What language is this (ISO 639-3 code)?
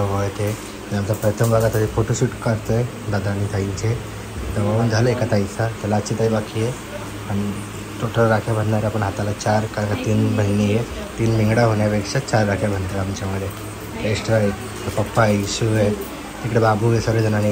mar